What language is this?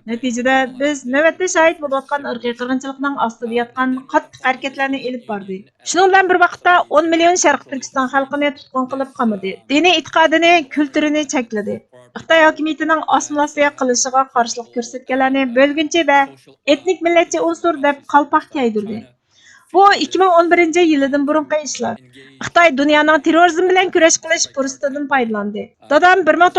Uyghur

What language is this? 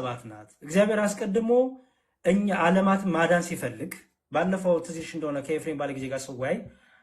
Amharic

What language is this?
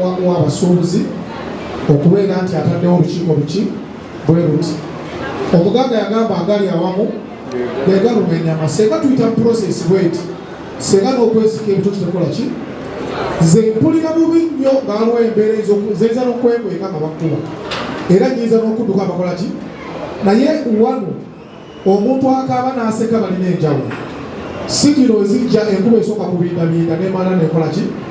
Ganda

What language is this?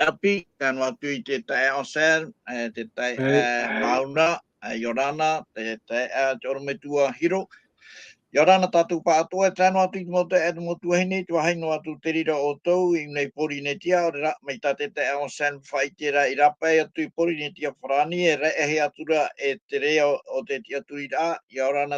Tahitian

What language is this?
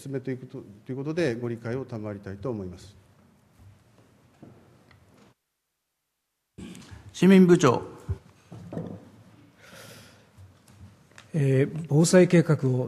Japanese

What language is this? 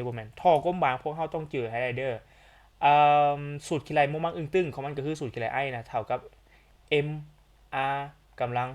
Lao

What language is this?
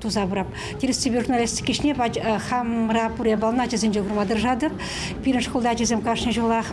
Chuvash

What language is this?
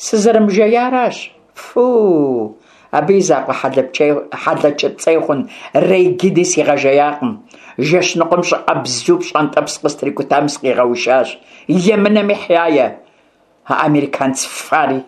Kabardian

